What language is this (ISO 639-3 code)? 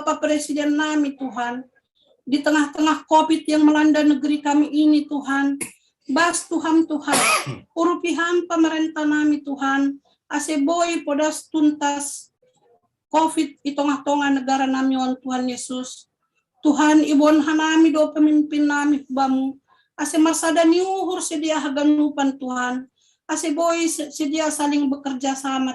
bts